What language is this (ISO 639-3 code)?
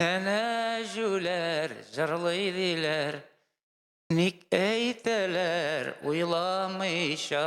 tat